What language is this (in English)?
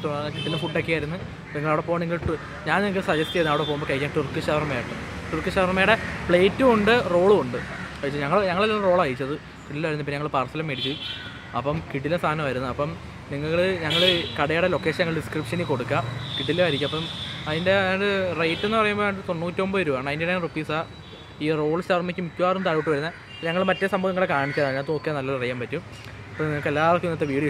Malayalam